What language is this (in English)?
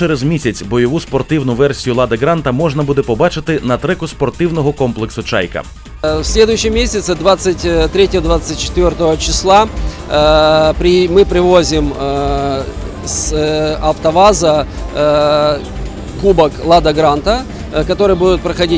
Ukrainian